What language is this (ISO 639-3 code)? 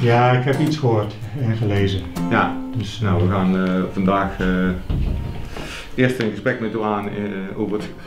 nld